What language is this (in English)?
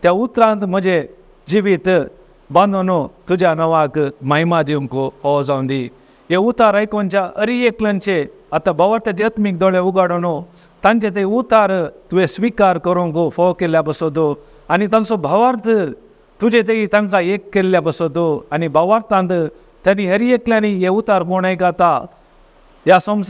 Konkani